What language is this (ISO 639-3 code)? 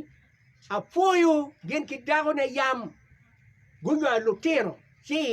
ach